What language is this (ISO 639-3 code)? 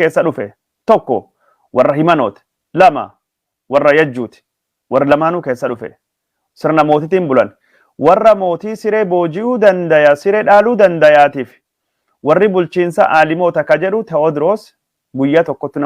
orm